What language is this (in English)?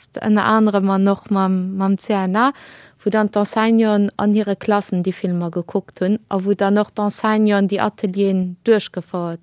Luxembourgish